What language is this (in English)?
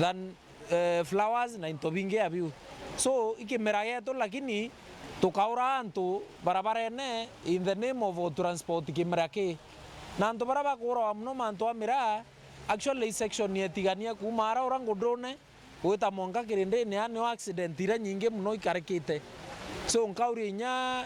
Meru